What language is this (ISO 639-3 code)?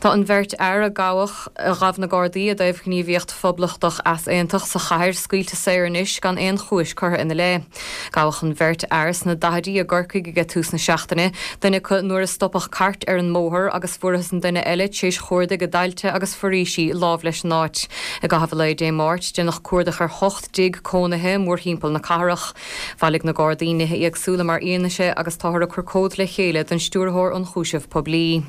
gle